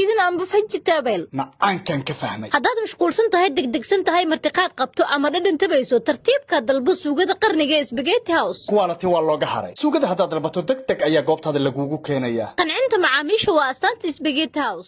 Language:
Somali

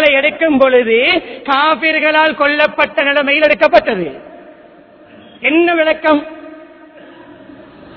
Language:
Tamil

